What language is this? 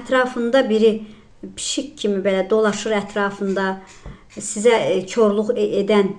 Azerbaijani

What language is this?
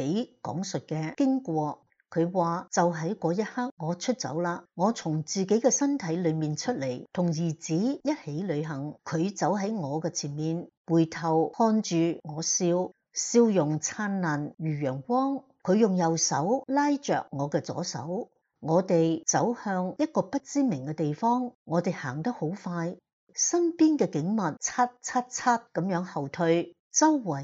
Cantonese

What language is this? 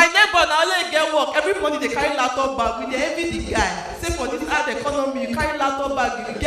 Nigerian Pidgin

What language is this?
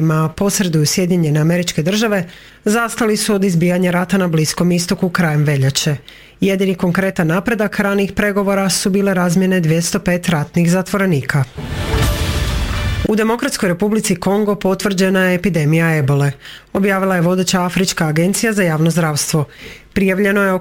Croatian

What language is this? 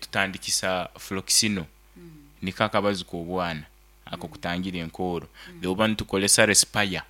Nyankole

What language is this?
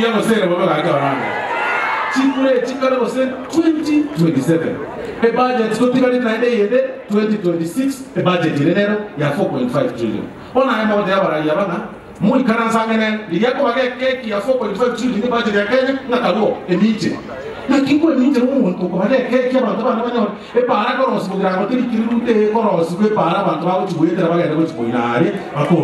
Gusii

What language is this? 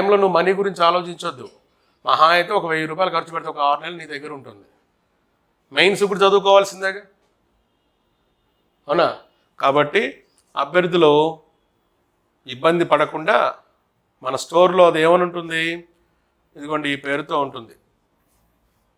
Telugu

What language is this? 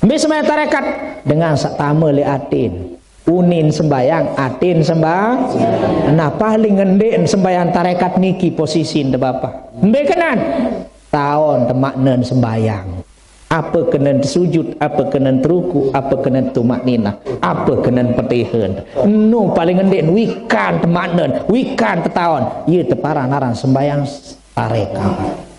Sasak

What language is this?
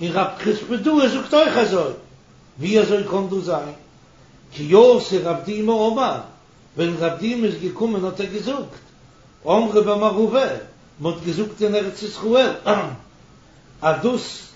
Yiddish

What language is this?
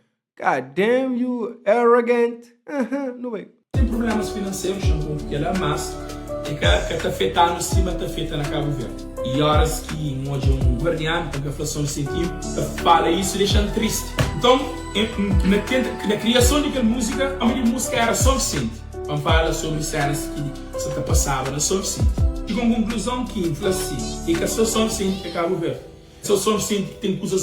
Kabuverdianu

